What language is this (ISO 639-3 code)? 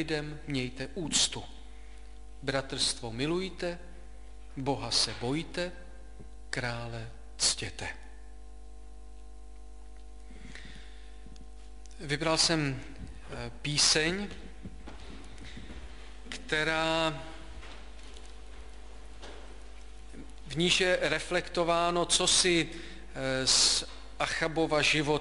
ces